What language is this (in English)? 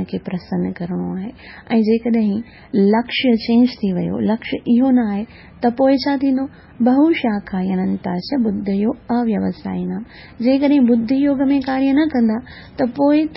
Sindhi